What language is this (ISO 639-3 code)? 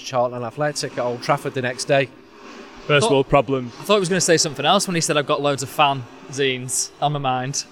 eng